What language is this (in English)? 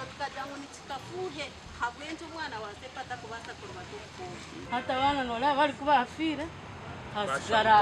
Nyankole